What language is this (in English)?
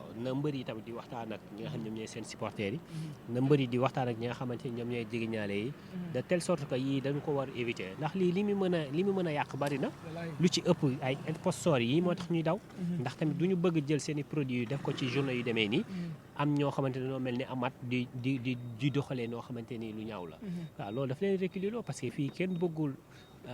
Wolof